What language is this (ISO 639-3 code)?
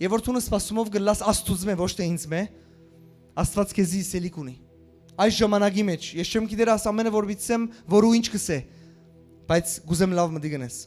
hyw